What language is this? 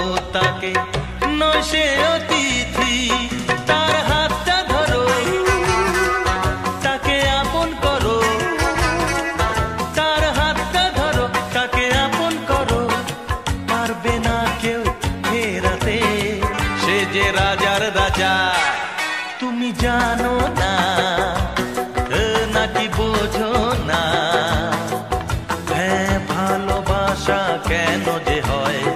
Bangla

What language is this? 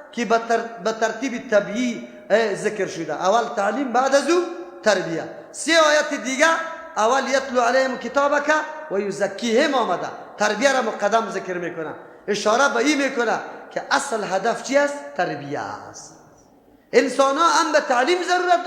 Persian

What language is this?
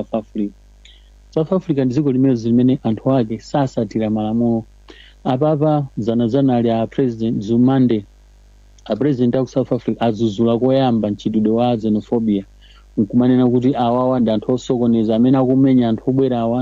Nyanja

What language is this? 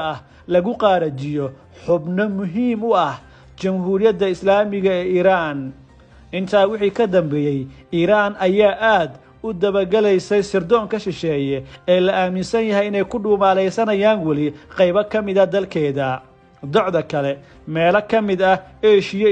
Somali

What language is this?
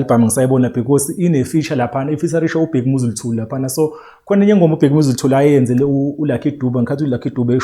Zulu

